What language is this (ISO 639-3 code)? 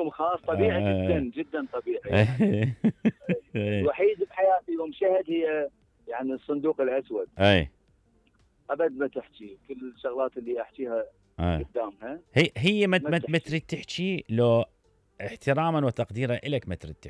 acm